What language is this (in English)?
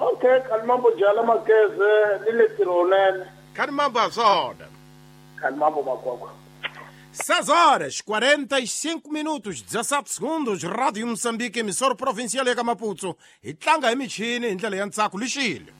Tsonga